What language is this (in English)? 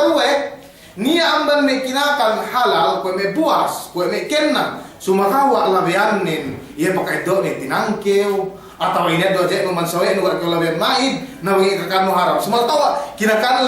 Yakan